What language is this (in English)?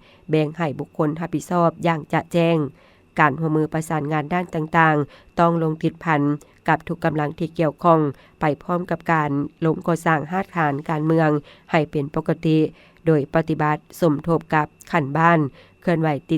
Lao